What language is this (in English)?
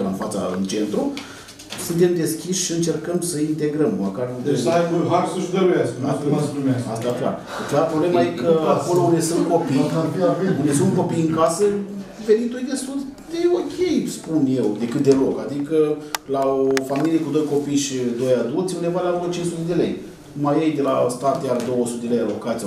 Romanian